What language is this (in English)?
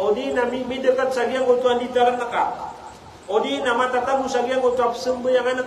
Maranao